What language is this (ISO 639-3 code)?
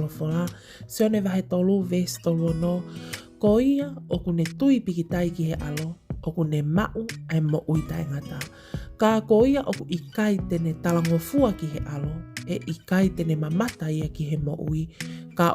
ton